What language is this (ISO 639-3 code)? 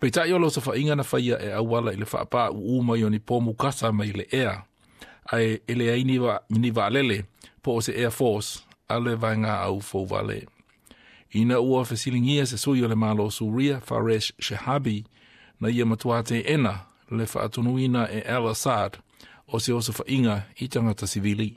smo